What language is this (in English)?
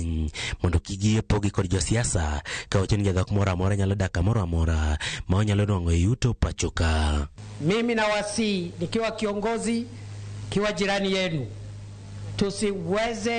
Luo (Kenya and Tanzania)